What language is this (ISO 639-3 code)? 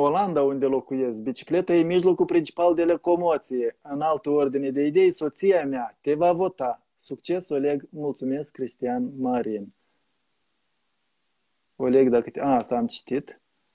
ron